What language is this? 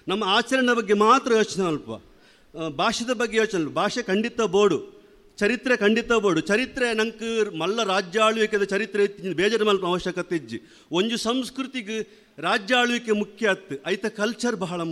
Tulu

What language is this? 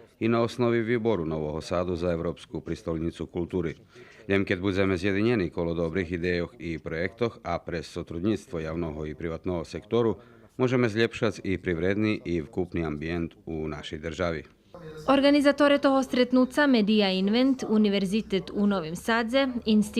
Rusyn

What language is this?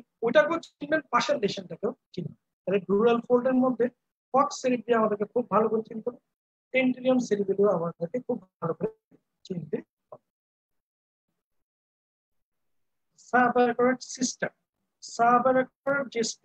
Bangla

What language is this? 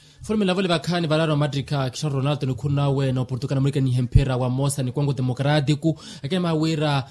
Makhuwa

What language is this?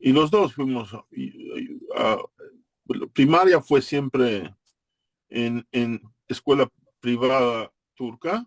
Ladino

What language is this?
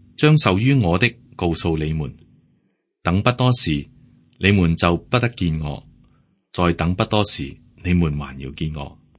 Cantonese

